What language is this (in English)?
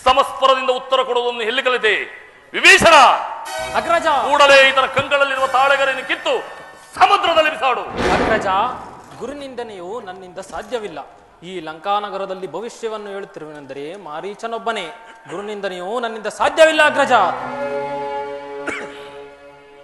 Kannada